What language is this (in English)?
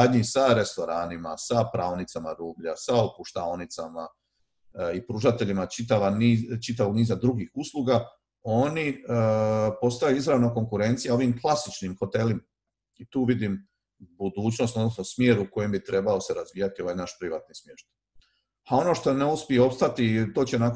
Croatian